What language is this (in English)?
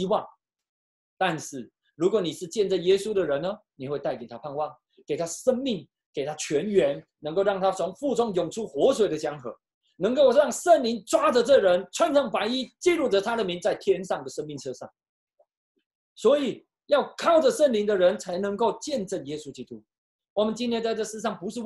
Chinese